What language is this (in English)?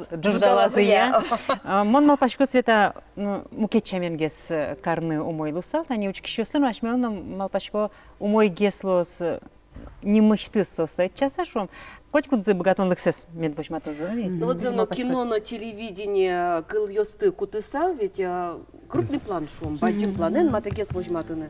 Udmurt